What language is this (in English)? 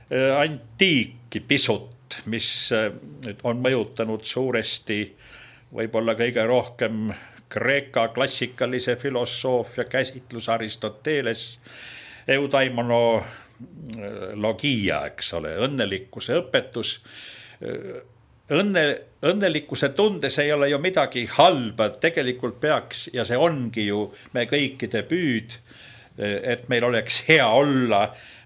Estonian